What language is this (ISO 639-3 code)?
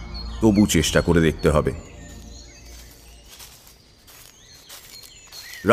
ben